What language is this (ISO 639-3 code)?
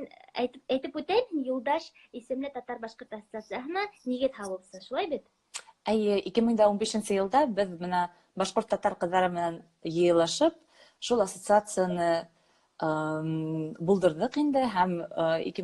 bak